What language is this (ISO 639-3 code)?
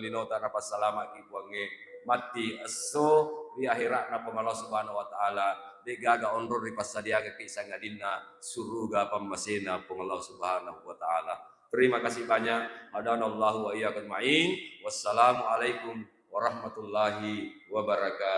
bug